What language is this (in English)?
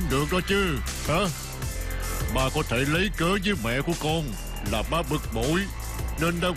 Vietnamese